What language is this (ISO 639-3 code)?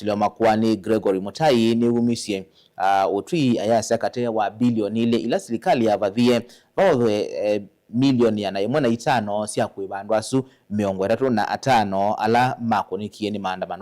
kam